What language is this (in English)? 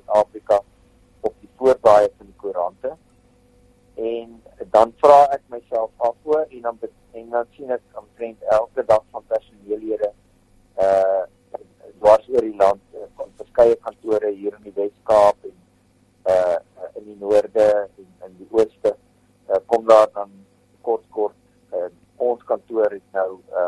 Afrikaans